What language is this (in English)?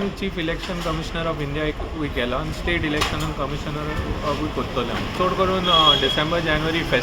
Konkani